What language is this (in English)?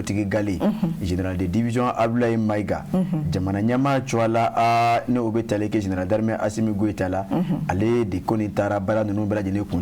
Bambara